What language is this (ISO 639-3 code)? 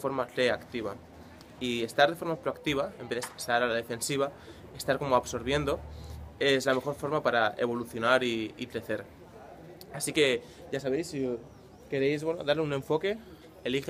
spa